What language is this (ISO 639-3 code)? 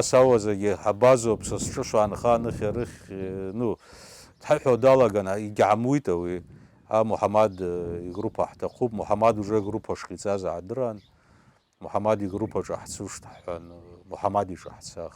abk